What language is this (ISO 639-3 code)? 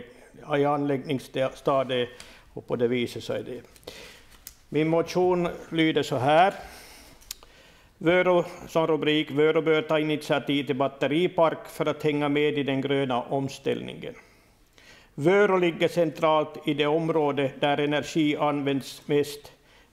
swe